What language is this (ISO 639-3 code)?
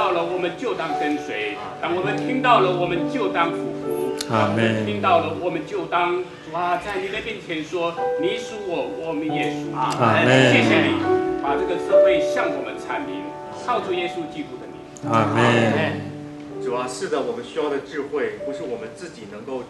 zho